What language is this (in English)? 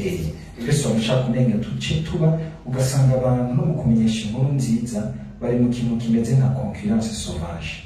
Rundi